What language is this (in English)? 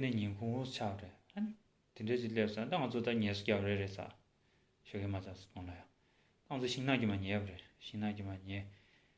Tibetan